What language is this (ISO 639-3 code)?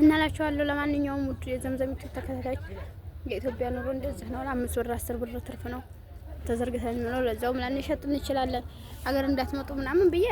amh